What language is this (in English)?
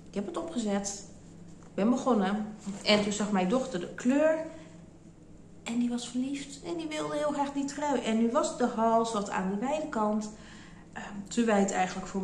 Dutch